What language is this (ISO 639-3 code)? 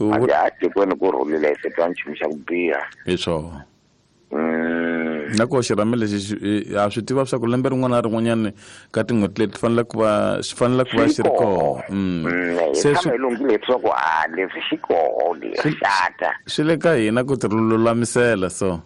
tso